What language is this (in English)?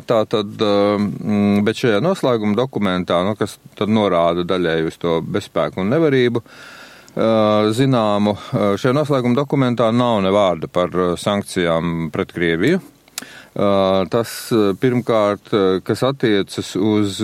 Latvian